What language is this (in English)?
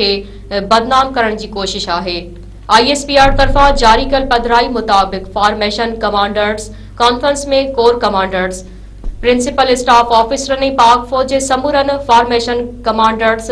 Sindhi